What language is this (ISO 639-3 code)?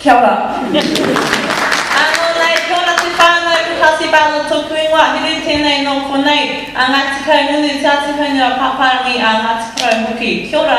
mri